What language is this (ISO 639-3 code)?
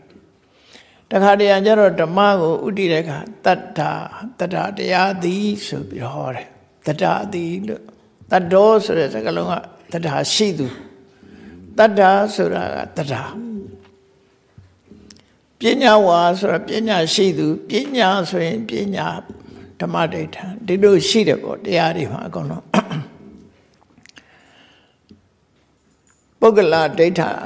mya